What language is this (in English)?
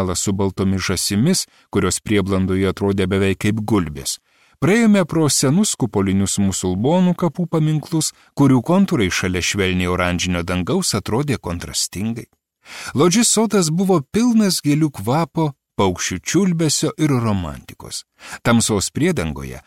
Lithuanian